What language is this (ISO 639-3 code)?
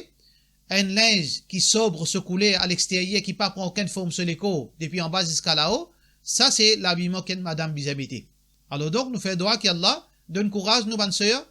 mfe